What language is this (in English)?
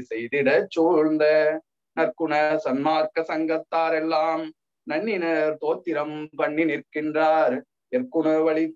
Tamil